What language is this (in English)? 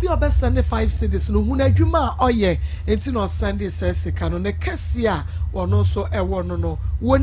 Akan